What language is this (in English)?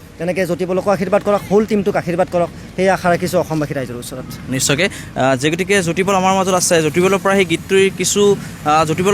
Assamese